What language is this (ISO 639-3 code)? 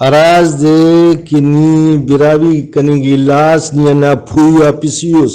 brh